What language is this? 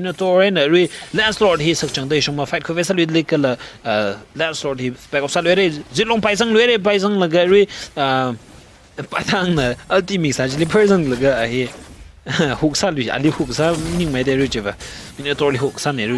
Tangkhul Naga (India)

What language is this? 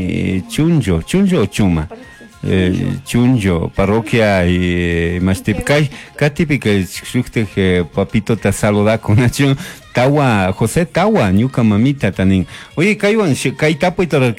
Chimborazo Highland Quichua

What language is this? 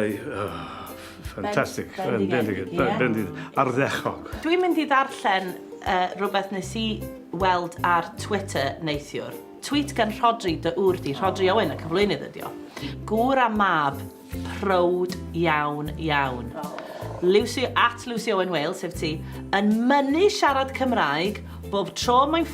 Welsh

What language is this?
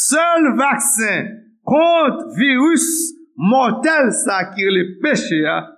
Haitian Creole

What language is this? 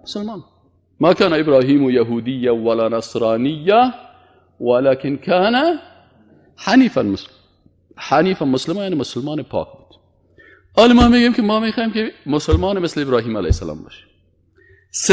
Persian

